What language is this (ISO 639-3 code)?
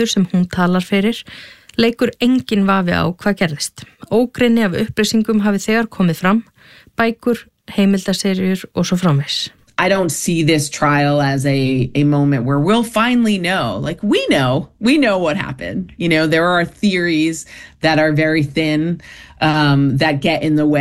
isl